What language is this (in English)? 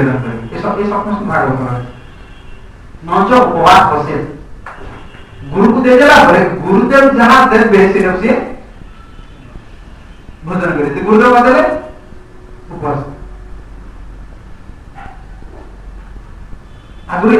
Odia